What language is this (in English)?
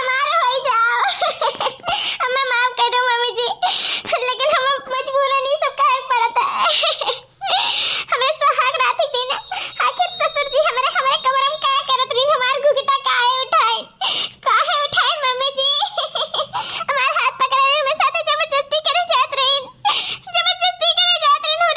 Awadhi